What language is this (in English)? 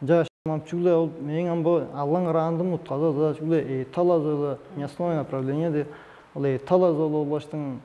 Tuvinian